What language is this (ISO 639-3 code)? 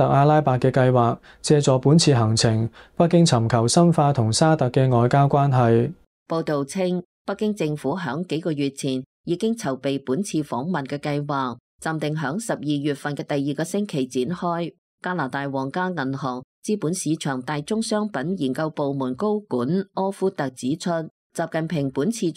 yue